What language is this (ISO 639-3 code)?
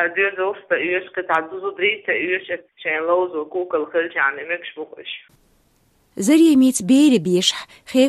che